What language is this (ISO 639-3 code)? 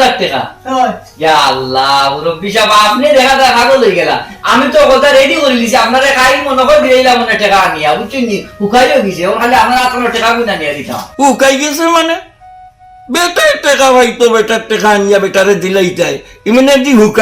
syl